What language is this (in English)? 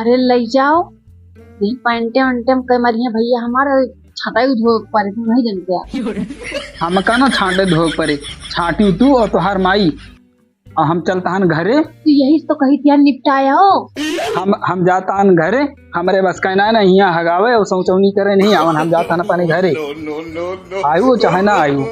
Awadhi